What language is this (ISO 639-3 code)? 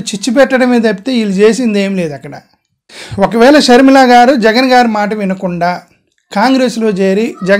tel